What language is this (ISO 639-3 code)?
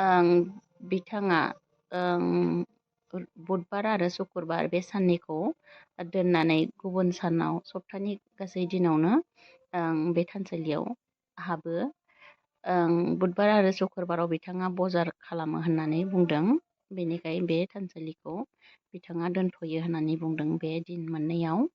brx